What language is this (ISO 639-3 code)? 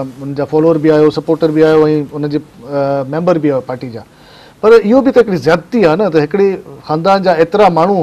snd